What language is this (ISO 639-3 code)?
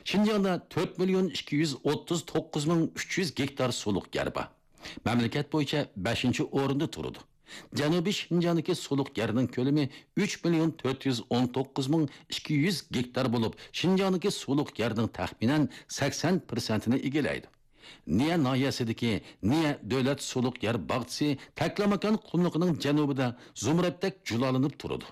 uig